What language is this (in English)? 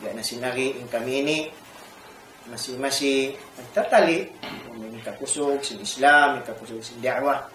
Tausug